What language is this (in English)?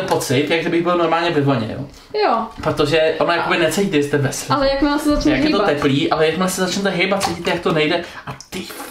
Czech